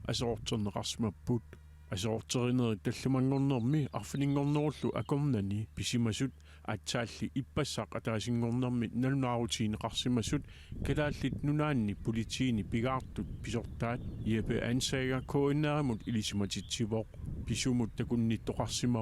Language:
Kalaallisut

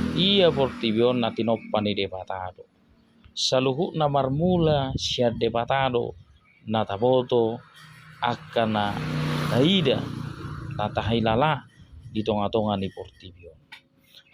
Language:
Batak Toba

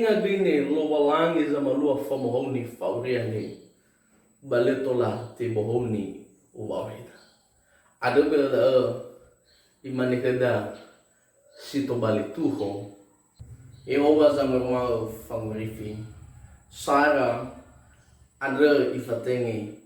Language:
Nias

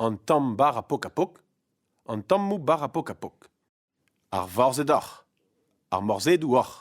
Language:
Breton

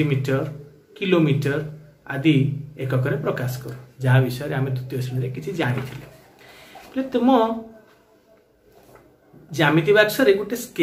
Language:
Odia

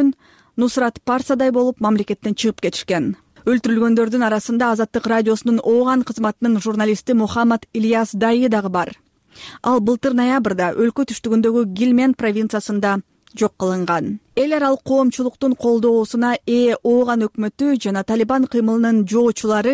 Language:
Kyrgyz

